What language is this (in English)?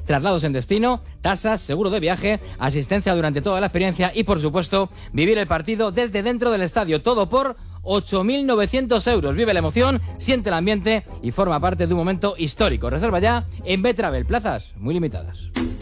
Spanish